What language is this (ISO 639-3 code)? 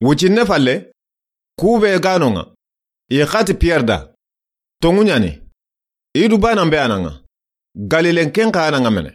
snk